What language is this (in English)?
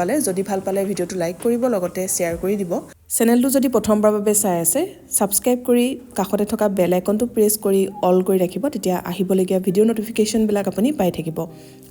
Assamese